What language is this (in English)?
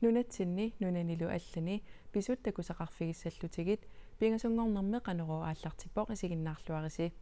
Kalaallisut